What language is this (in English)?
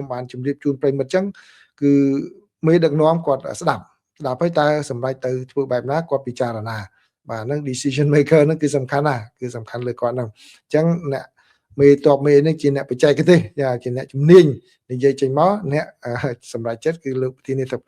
Khmer